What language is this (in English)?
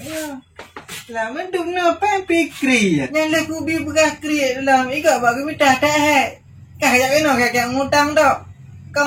Achinese